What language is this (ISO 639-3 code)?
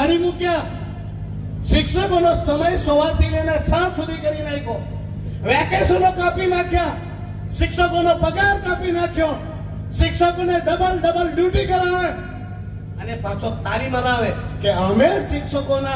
guj